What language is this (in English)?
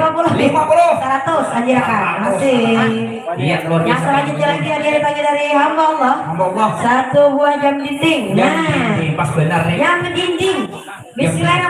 Banjar